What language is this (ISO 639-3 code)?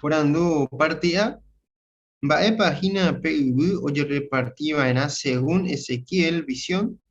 grn